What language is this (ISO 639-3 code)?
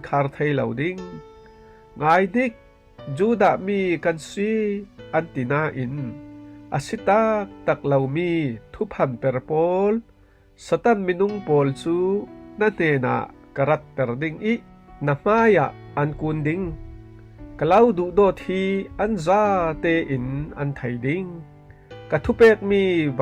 cfm